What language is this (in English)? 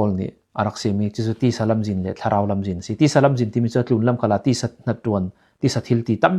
Falam Chin